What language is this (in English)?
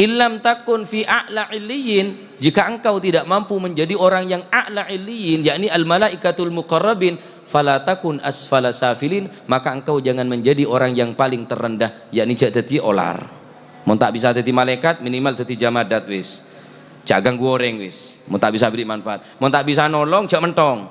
Madurese